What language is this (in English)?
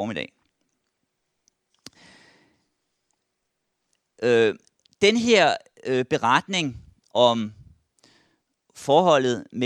Danish